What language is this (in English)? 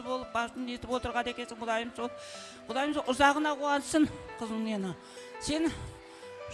Kara-Kalpak